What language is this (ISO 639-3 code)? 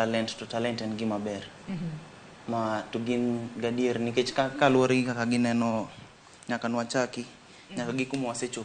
luo